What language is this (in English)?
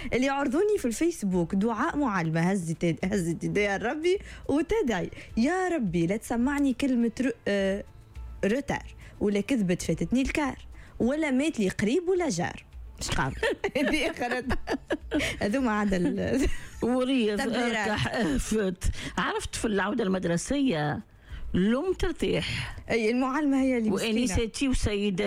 Tunisian Arabic